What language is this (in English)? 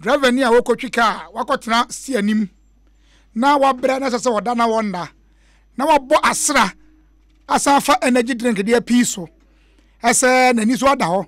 Akan